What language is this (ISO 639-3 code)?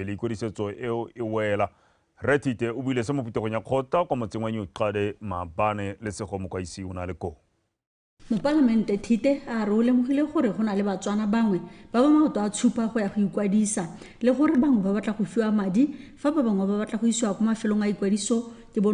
tsn